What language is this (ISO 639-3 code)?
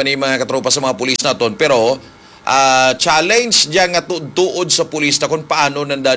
hil